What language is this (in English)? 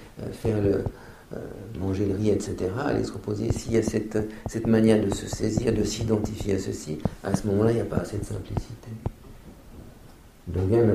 French